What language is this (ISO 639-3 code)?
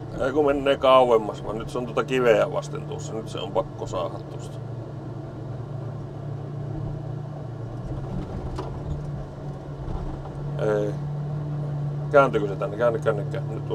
fin